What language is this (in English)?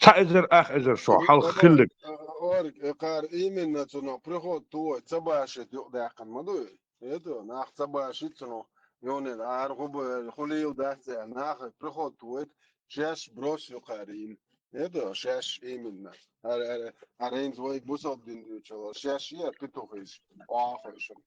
Chechen